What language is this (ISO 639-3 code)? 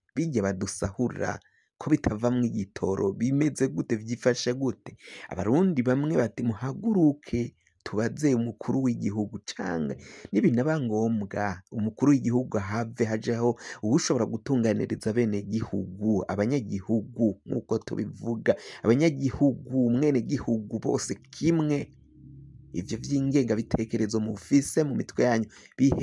run